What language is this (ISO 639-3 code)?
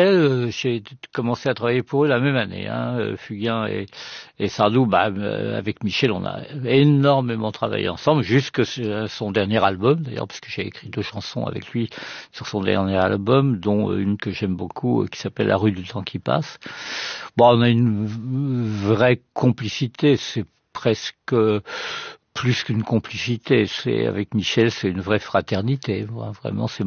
fra